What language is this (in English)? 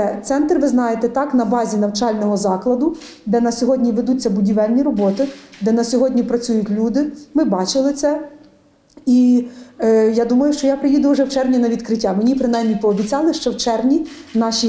Ukrainian